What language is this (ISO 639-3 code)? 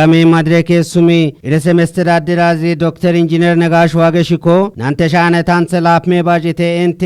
kbr